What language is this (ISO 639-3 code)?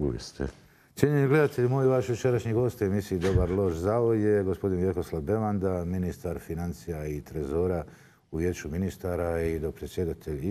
bos